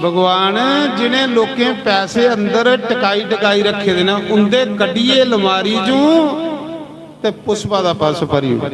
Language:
Dogri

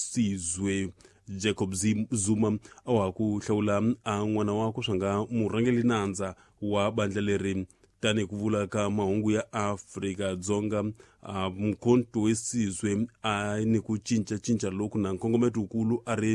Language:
Tsonga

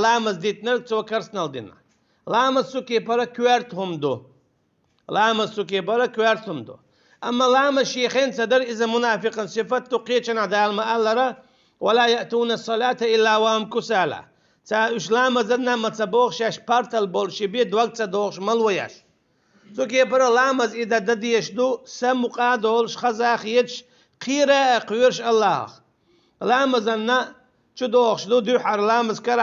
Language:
Chechen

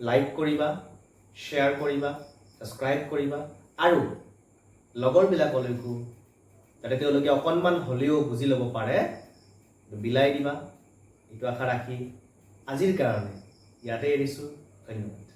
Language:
Assamese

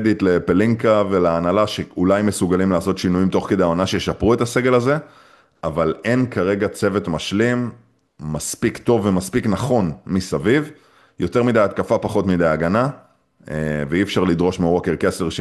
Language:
Hebrew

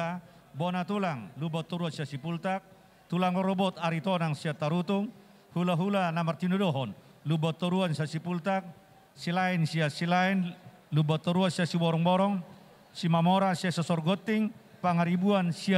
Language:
Batak Toba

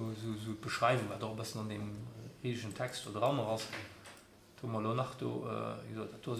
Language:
Luxembourgish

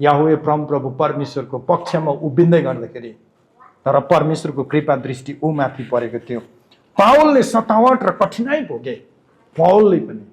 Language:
Nepali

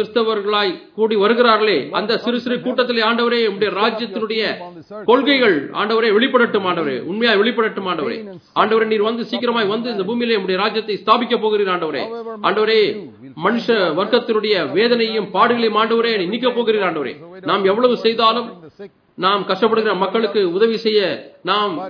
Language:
Tamil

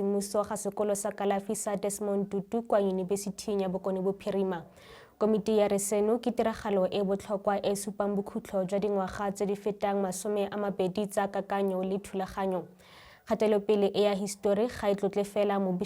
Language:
Tswana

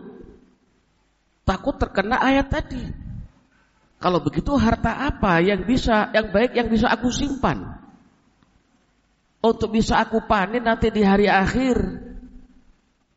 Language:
Indonesian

